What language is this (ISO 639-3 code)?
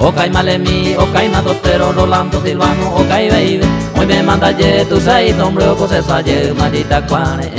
grn